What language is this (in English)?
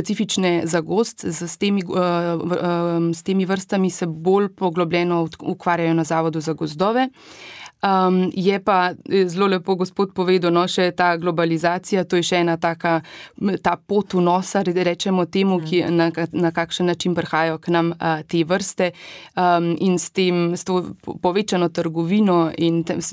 Slovenian